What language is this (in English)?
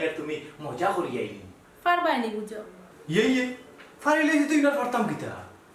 Sylheti